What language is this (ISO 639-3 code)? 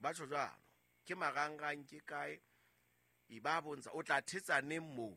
sot